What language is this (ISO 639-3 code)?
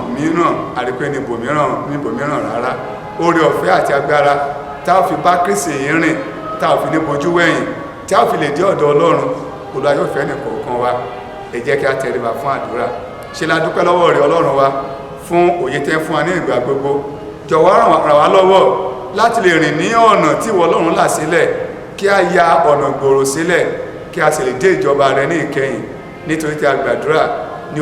yor